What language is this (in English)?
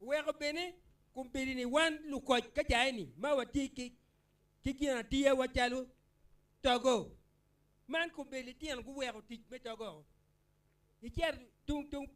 Acoli